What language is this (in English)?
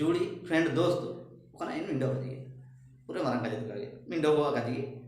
Ho